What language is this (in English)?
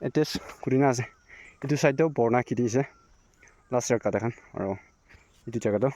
Naga Pidgin